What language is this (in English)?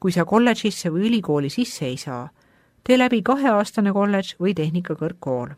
Estonian